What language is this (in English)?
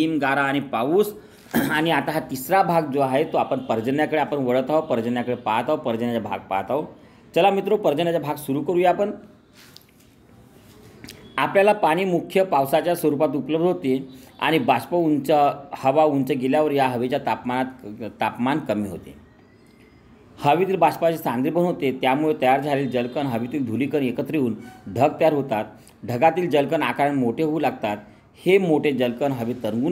Marathi